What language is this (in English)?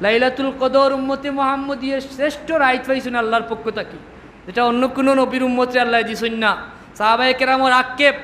Sylheti